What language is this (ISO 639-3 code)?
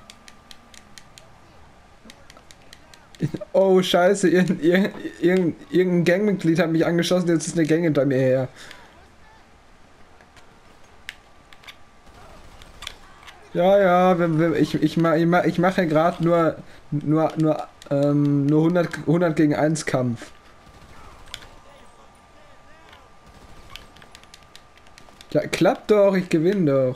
deu